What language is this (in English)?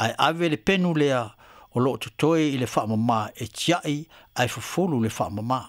Samoan